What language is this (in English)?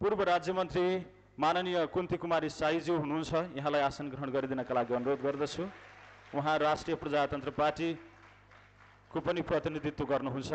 Nepali